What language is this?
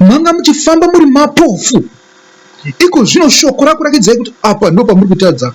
Shona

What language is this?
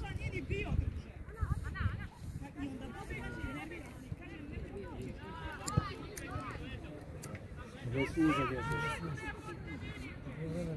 Croatian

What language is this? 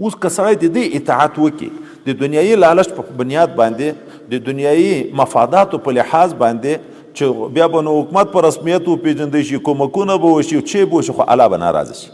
Pashto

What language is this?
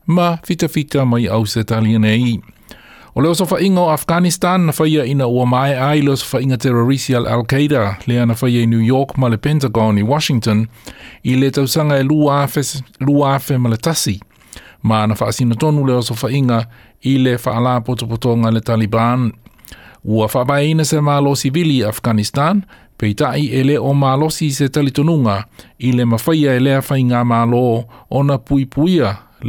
Samoan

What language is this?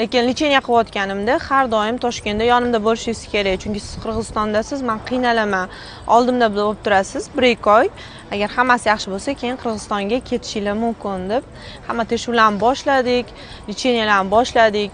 Uzbek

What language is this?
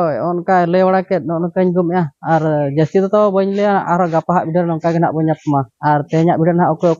Santali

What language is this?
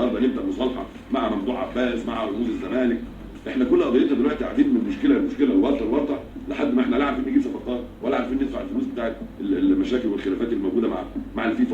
Egyptian Arabic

